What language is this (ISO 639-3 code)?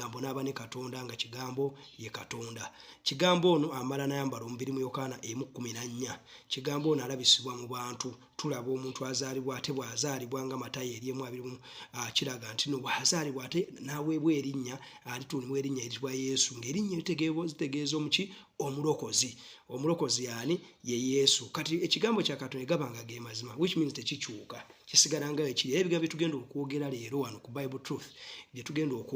lug